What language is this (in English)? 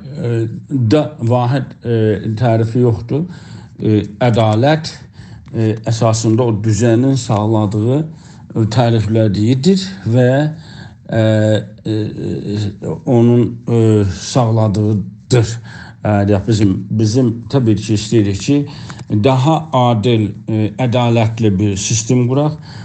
South Azerbaijani